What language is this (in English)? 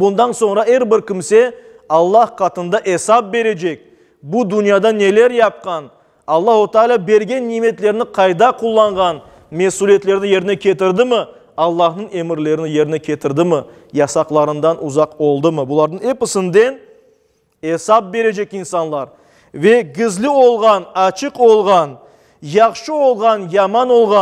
Crimean Tatar